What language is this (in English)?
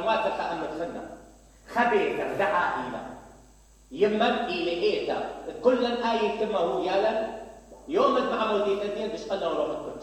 Mesopotamian Arabic